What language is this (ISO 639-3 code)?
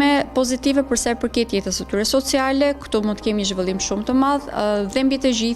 sqi